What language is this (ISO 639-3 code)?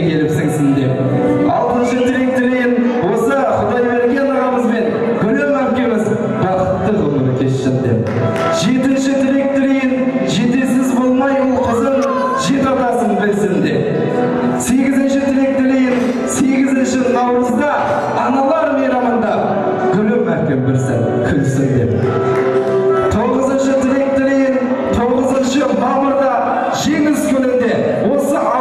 kaz